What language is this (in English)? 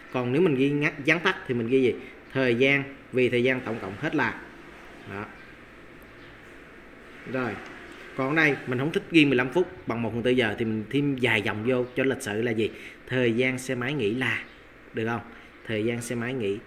Vietnamese